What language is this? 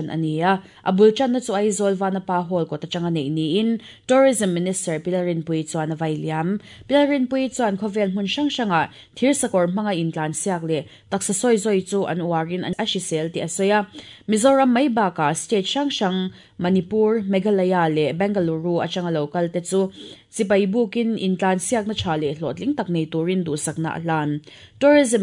Mizo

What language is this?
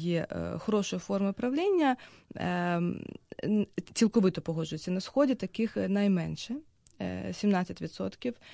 Ukrainian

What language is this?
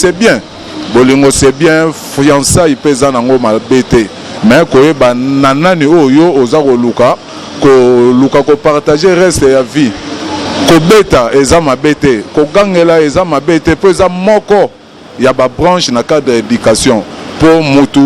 Lingala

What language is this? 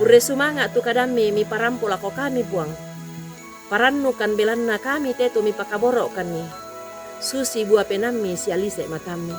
Toraja-Sa'dan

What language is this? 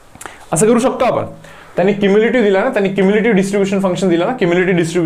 Marathi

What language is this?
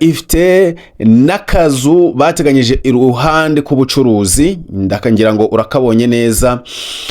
Kinyarwanda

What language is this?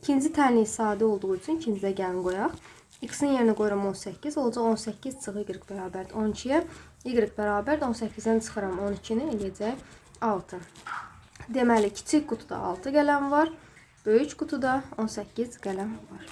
Azerbaijani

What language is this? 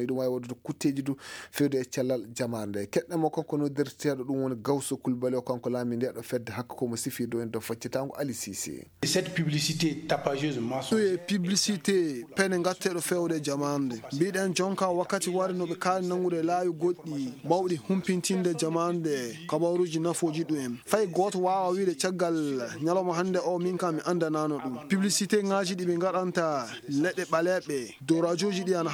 Fula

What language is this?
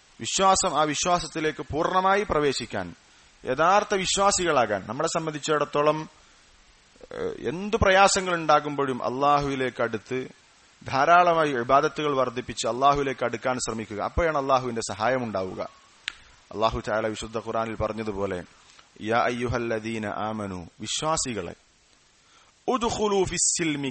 Malayalam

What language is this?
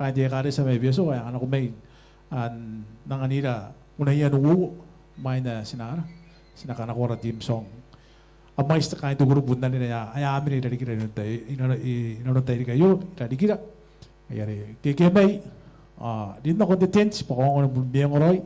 Gilbertese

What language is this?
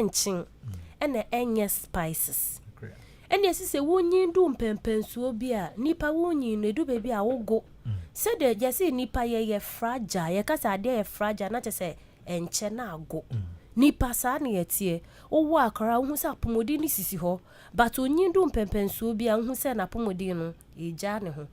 Akan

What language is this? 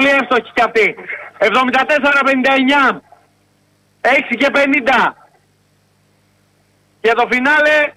Greek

